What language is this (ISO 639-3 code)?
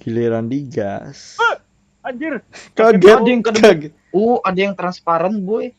bjn